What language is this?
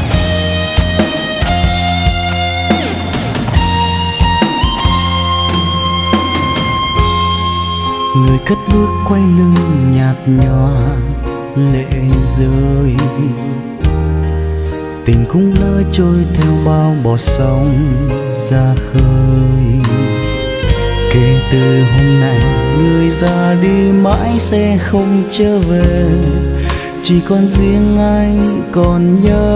Vietnamese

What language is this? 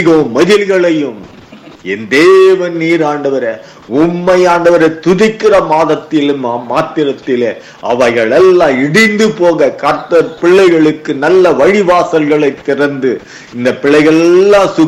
Tamil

